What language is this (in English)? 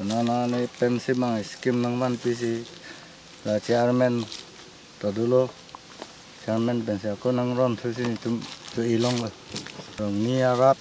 Karbi